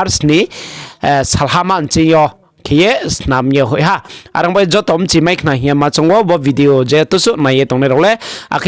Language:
Riang (India)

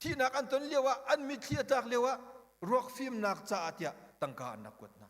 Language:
Hakha Chin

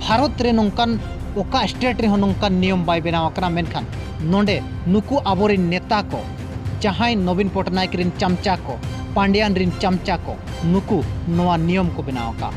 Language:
Santali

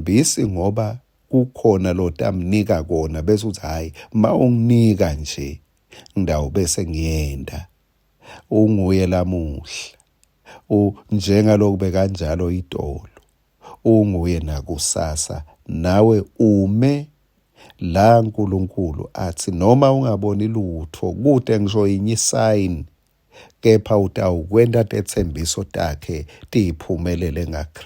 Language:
Swati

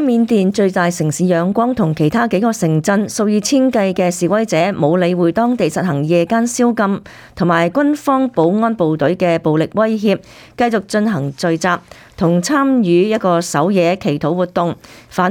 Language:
Cantonese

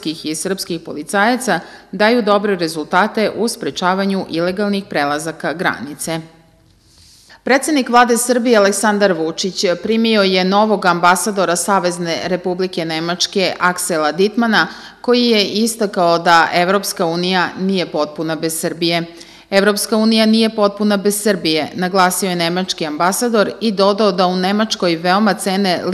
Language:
Serbian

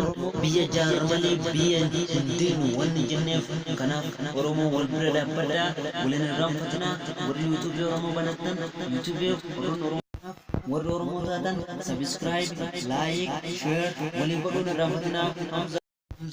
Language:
Oromo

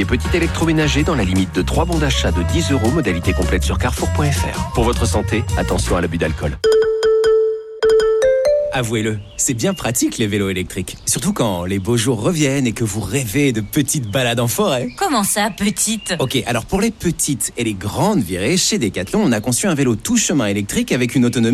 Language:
French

